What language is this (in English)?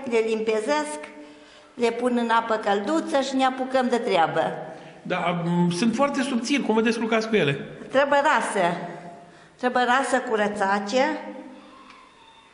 Romanian